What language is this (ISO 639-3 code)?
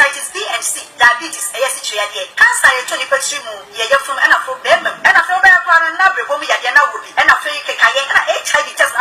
aka